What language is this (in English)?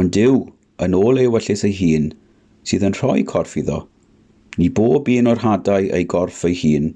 Welsh